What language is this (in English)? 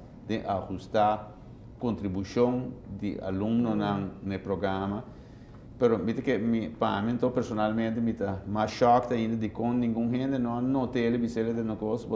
Papiamento